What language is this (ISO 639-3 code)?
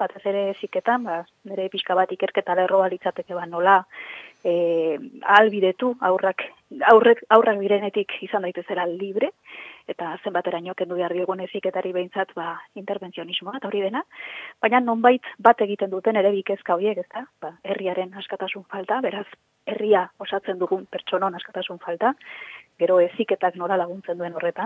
eus